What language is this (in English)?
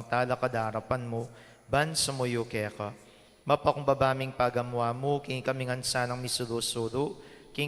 Pampanga